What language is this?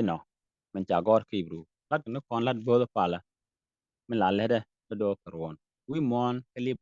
Nuer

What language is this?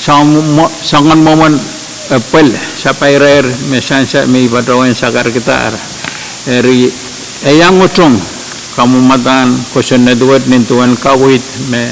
Pohnpeian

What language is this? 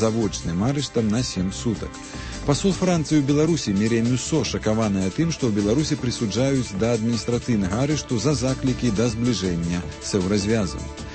Belarusian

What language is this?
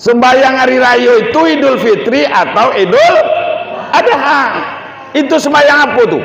Minangkabau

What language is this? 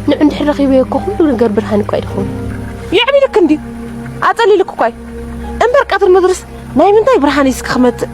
Tigrinya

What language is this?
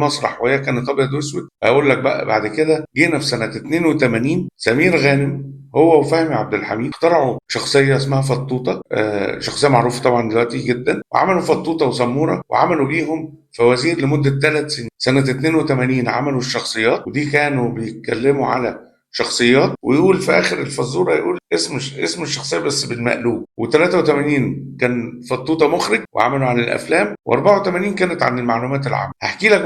Egyptian Arabic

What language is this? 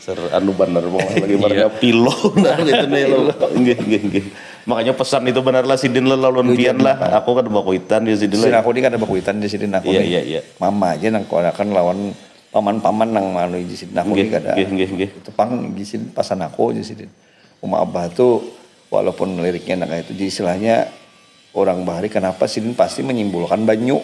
Banjar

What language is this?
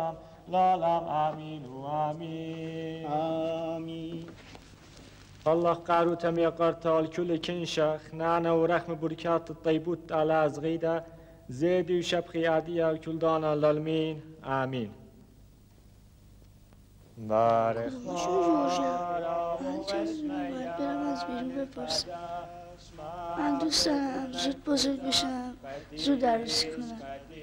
Persian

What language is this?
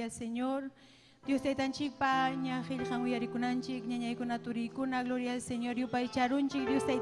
Ayacucho Quechua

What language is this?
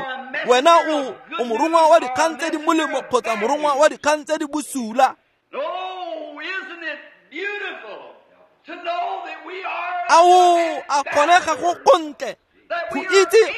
Tswana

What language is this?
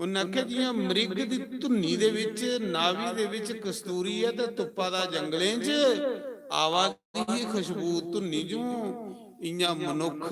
Dogri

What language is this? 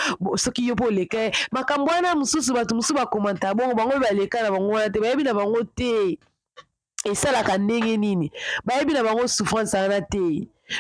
Lingala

